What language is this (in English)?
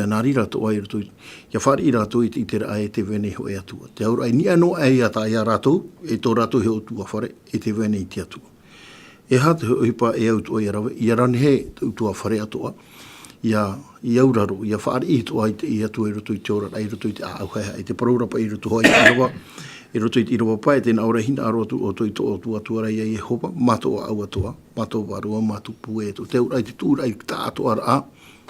Tahitian